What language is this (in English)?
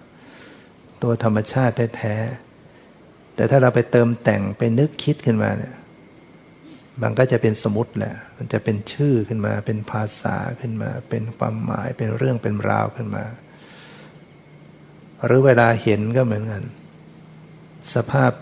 Thai